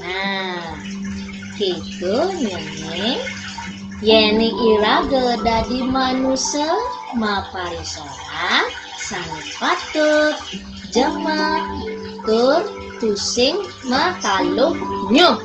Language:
Balinese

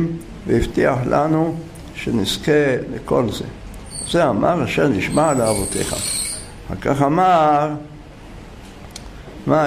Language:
Hebrew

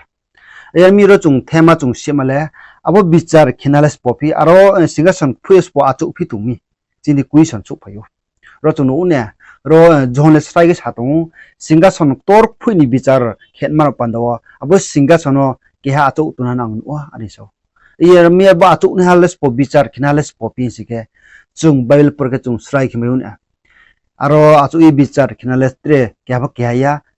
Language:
Riang (India)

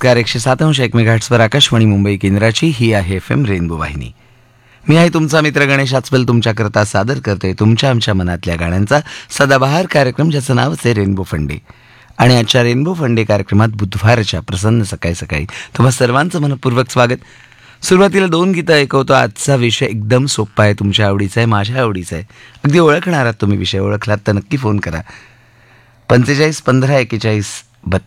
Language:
Marathi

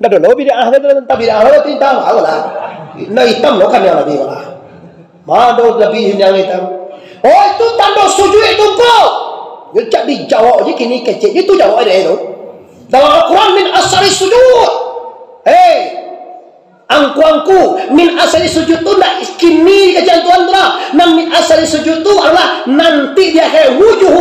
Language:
Minangkabau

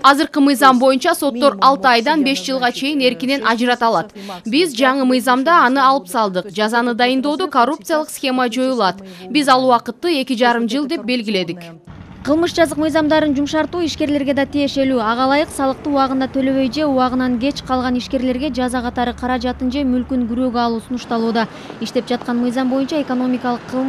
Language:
Kyrgyz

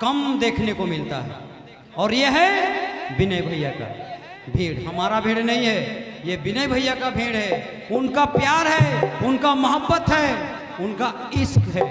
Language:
Sadri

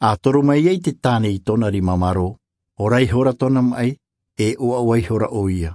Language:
Tahitian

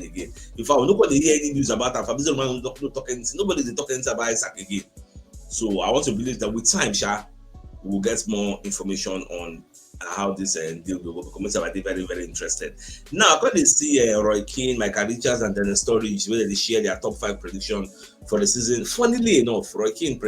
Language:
Nigerian Pidgin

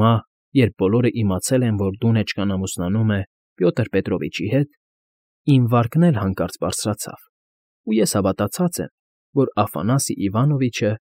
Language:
Armenian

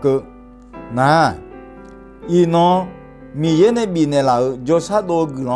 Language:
Akha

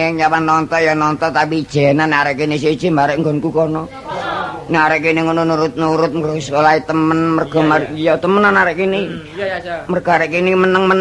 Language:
Javanese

